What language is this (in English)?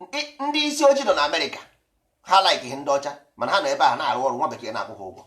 Igbo